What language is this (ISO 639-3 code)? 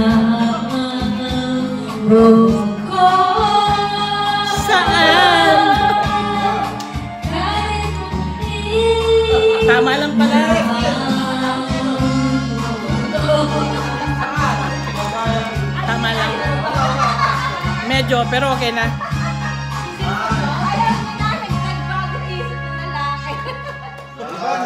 fil